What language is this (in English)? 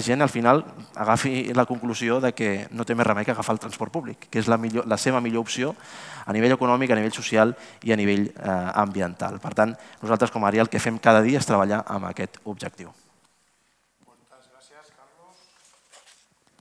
Catalan